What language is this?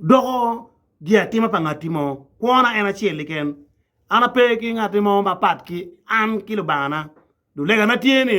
Acoli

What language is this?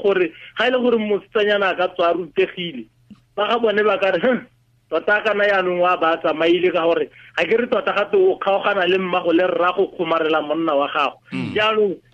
Tswana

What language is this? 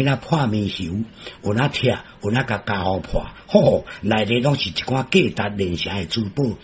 Min Nan Chinese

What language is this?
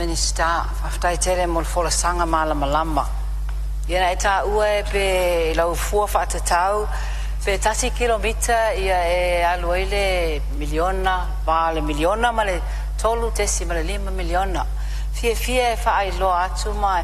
Samoan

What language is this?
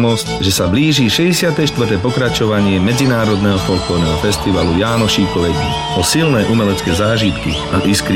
Slovak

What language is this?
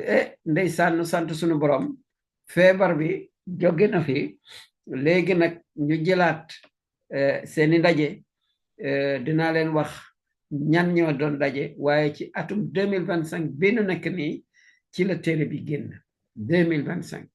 Wolof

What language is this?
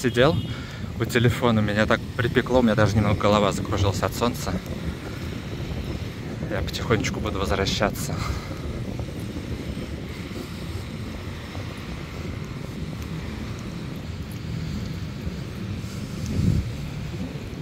Russian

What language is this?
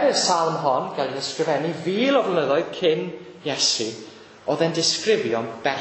Welsh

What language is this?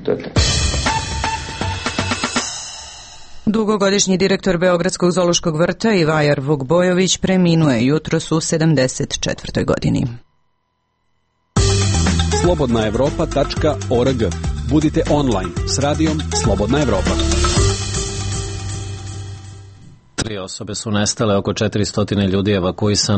Serbian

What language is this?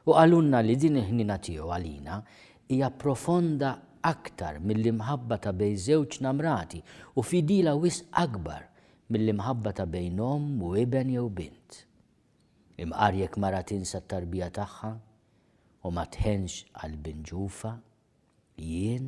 Maltese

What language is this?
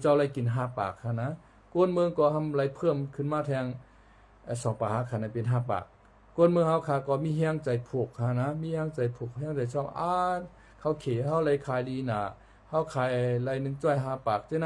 Shan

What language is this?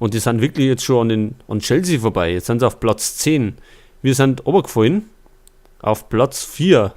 Bavarian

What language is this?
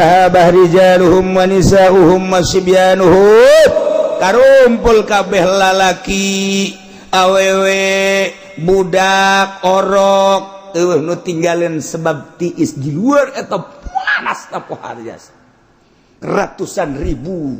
Sundanese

